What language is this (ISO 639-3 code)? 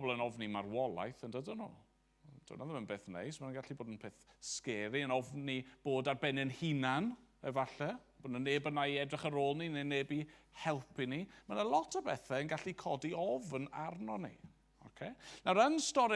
cym